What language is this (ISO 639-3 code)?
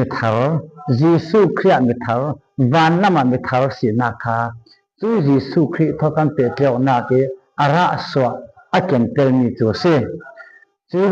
cfm